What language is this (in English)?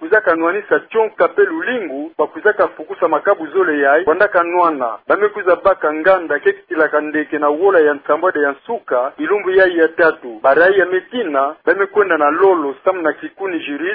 Kituba (Democratic Republic of Congo)